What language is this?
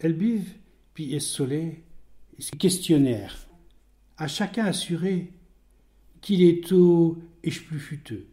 Picard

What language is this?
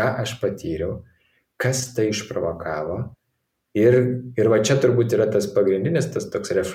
Lithuanian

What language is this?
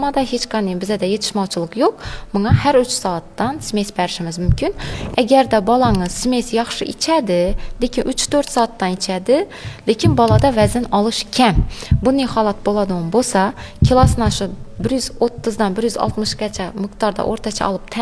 Uzbek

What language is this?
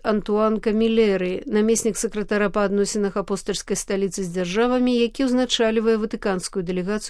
Belarusian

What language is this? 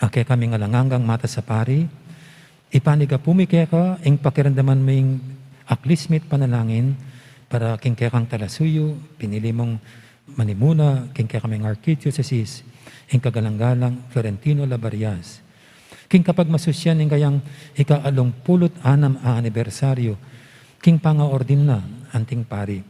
Pampanga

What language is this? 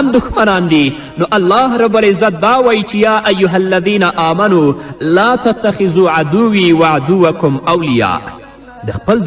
Pashto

